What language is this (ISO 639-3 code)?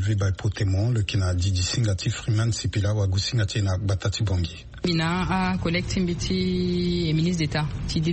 sag